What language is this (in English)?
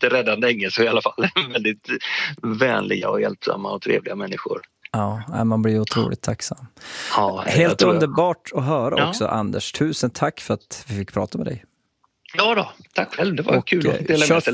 Swedish